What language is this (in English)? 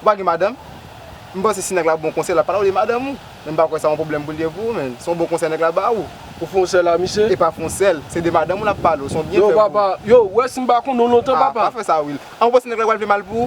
Haitian Creole